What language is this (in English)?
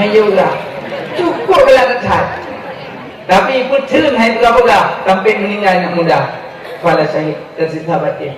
Achinese